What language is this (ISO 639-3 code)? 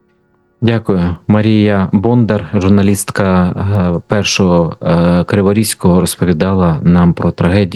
ukr